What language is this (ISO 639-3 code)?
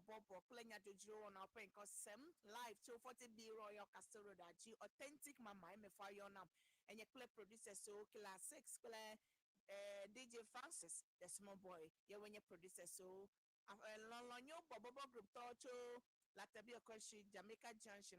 ewe